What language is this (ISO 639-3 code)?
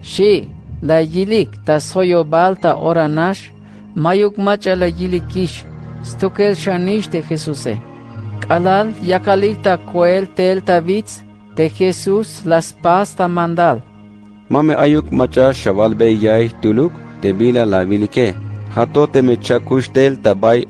tzh